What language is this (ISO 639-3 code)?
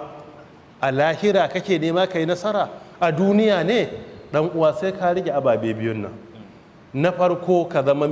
hau